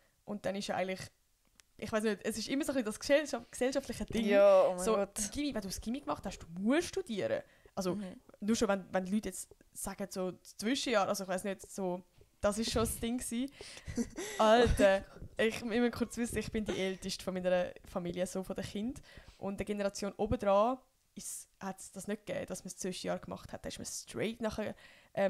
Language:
Swiss German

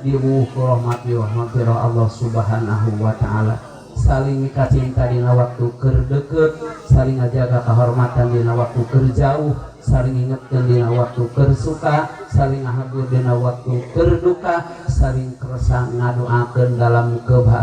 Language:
Sundanese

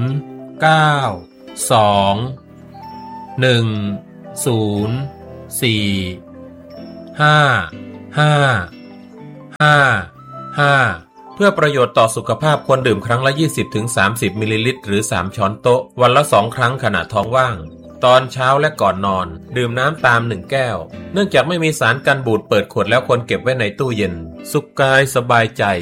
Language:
Thai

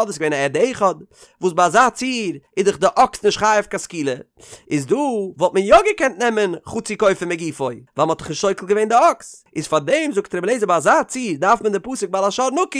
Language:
Yiddish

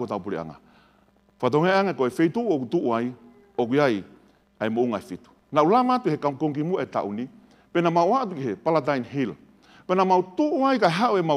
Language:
Tongan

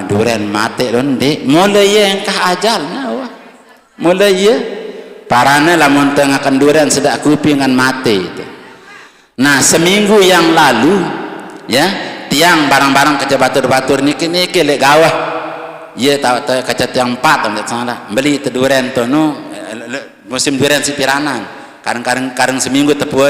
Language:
Sasak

